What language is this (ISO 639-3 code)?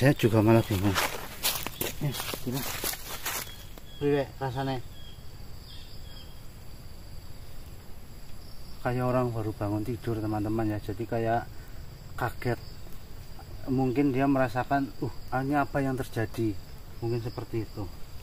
ind